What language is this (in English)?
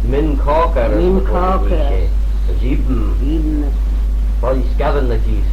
Manx